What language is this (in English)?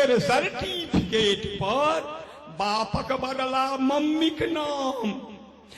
Maithili